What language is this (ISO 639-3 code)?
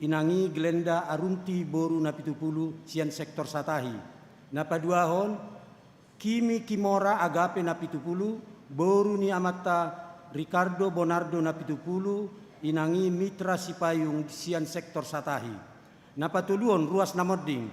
bbc